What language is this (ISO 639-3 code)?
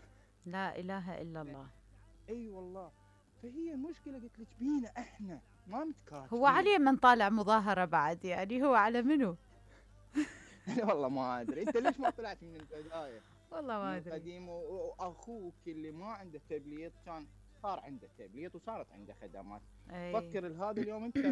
acm